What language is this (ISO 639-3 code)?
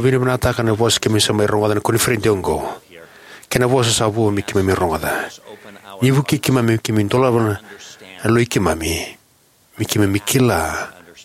fij